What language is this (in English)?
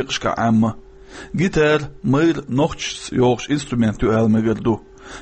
Chechen